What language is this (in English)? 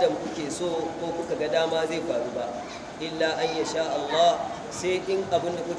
Hausa